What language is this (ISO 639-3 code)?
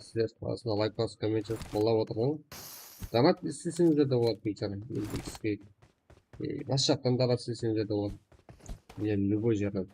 kaa